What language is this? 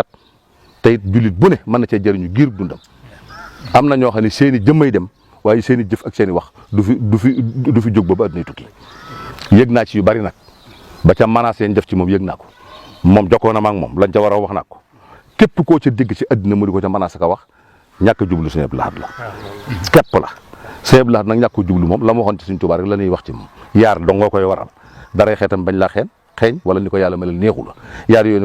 Wolof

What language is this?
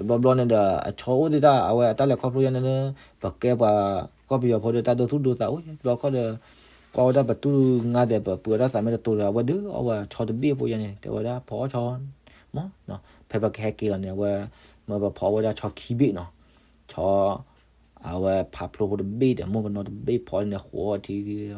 S'gaw Karen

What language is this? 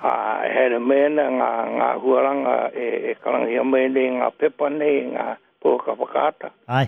Māori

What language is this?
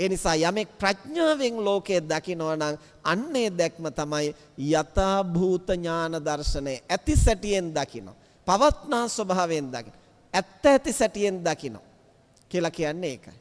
Sinhala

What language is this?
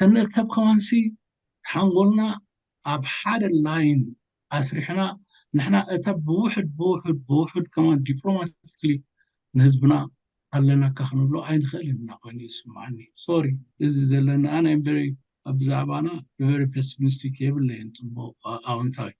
Tigrinya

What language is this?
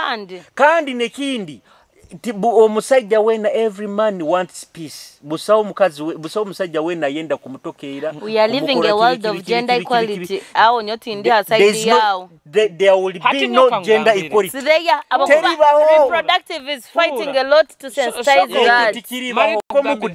Nyoro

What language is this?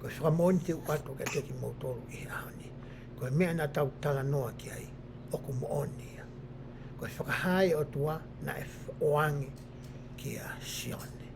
Tongan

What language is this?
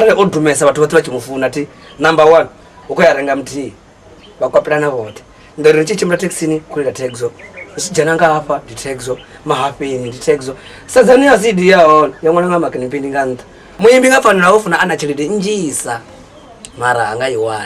Venda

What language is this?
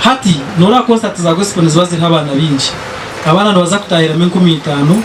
Nyankole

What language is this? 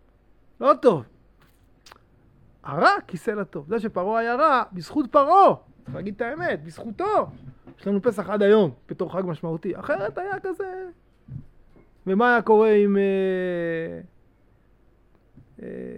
Hebrew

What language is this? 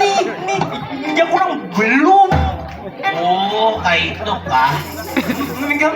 Banjar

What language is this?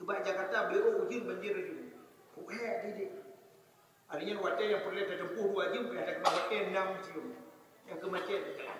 Achinese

